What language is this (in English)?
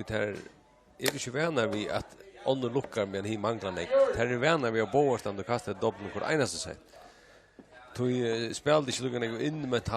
Faroese